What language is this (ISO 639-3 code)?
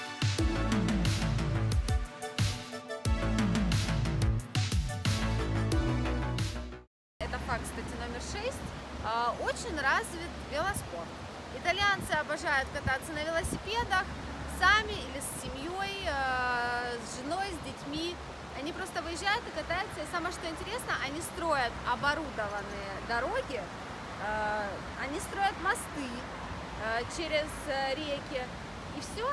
rus